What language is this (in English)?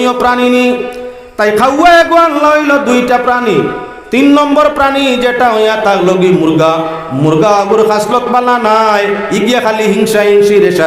Sylheti